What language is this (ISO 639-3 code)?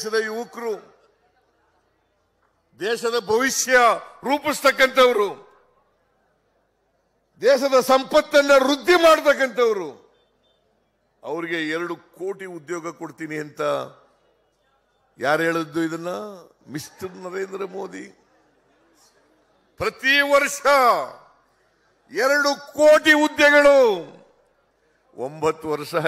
kan